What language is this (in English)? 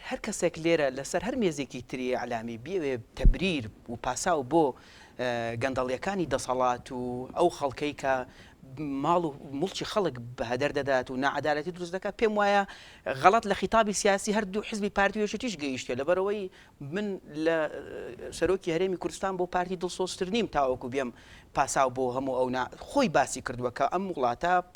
Central Kurdish